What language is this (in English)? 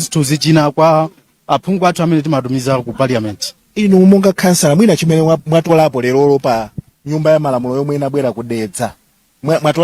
Nyanja